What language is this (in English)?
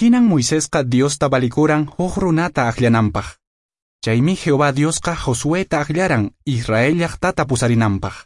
Quechua